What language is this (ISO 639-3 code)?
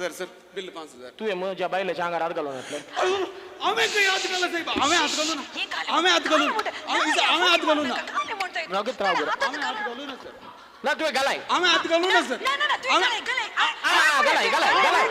kok